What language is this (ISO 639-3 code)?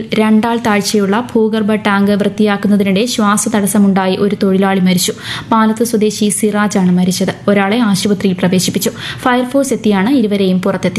mal